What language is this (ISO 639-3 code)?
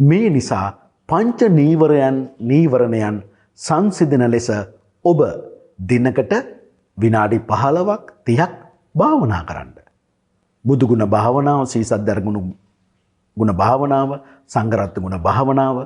sin